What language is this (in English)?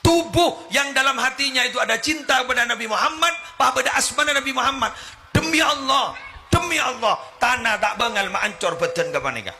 Madurese